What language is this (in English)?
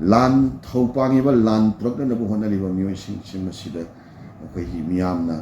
Manipuri